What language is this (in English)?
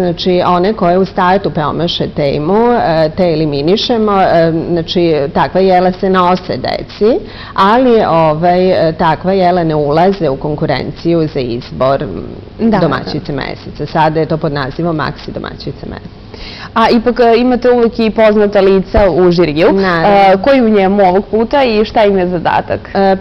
Serbian